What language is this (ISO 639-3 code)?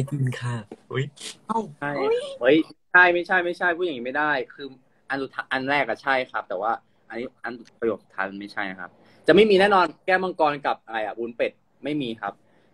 tha